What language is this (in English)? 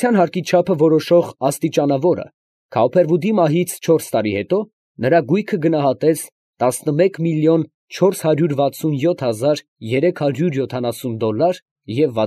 Armenian